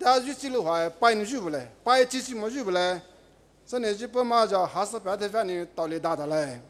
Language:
Poumei Naga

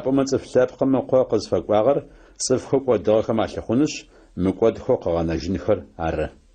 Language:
Adyghe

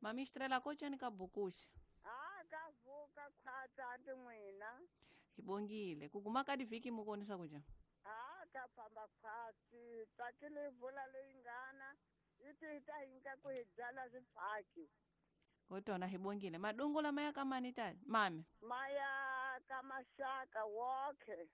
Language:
Tsonga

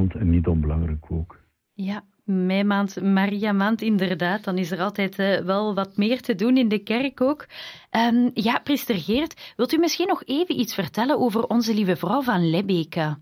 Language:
Dutch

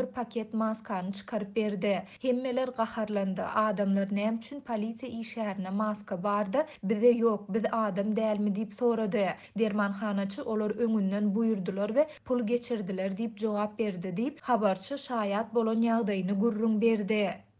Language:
Turkmen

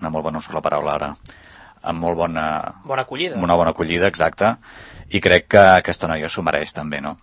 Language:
Catalan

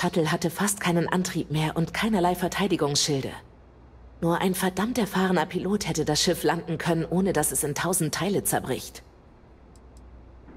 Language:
German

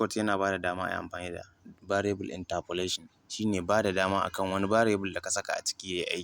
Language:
Hausa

